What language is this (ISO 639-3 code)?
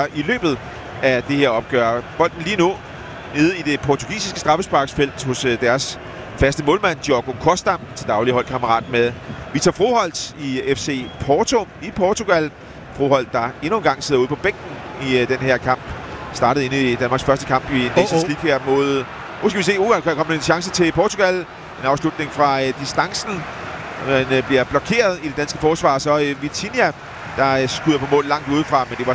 dan